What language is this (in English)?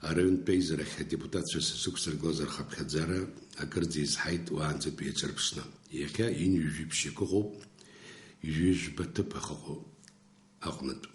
Abkhazian